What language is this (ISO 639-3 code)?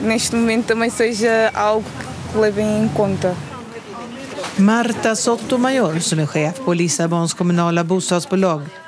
swe